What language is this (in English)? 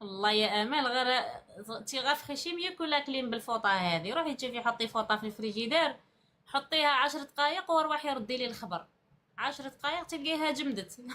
Algerian Arabic